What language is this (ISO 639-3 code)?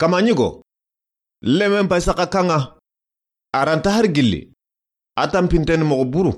snk